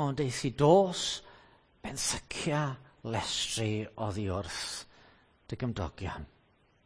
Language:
Welsh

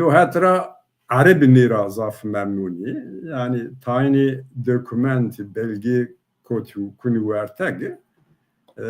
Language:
Zaza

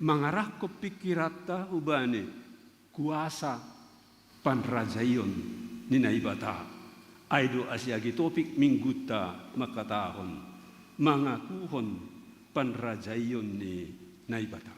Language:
Batak Simalungun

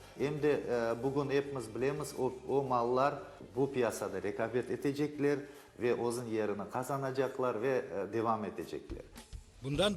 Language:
Crimean Tatar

